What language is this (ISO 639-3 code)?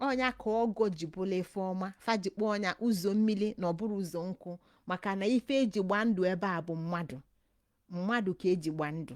ibo